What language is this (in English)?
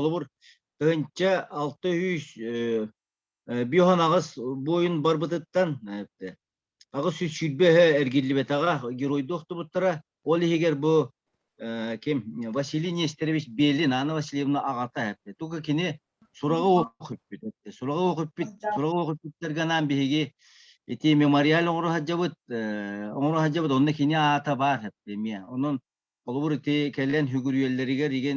Yakut